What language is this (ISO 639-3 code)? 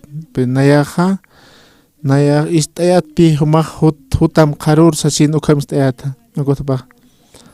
aym